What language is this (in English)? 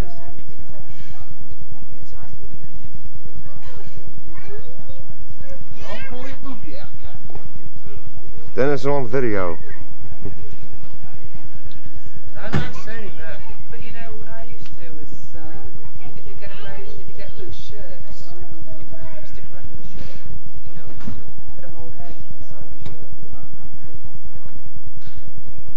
English